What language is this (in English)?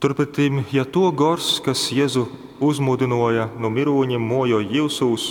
Latgalian